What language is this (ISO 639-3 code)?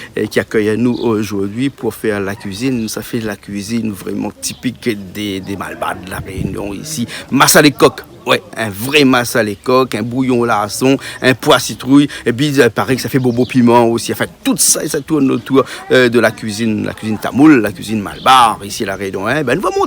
rcf